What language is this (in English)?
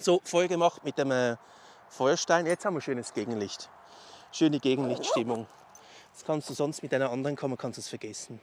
Swiss German